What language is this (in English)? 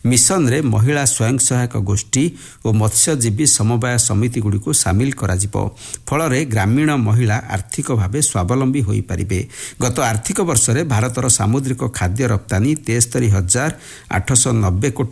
Odia